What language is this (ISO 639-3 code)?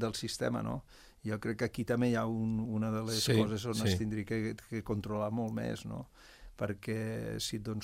cat